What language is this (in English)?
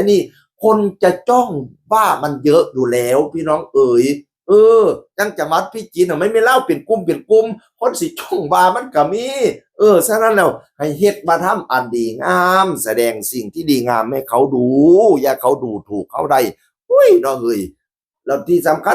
Northeastern Thai